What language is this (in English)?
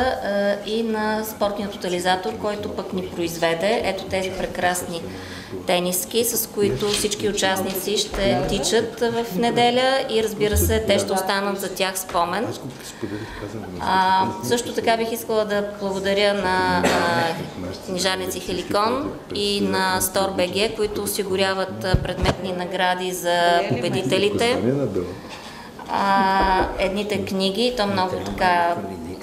Bulgarian